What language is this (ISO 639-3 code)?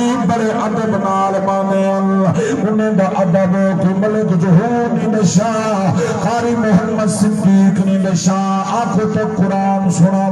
skr